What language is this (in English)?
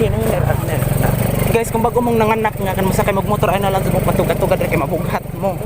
Cebuano